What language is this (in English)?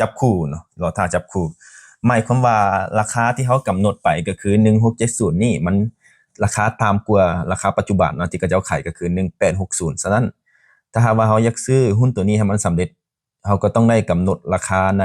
Lao